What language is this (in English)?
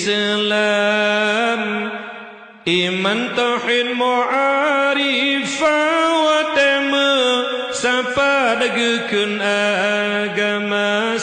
Achinese